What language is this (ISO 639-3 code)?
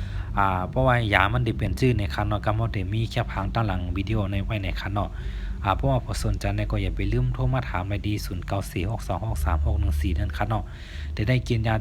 shn